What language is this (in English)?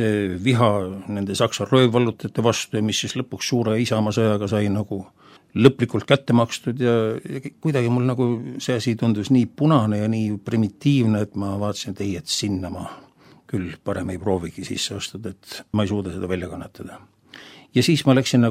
Estonian